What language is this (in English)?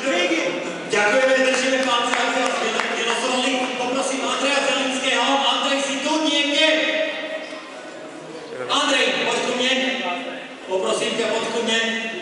Slovak